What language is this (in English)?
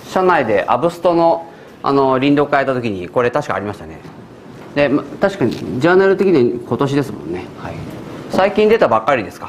Japanese